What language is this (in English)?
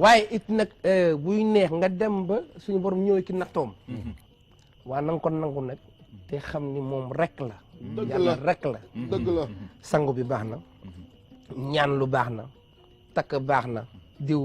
Wolof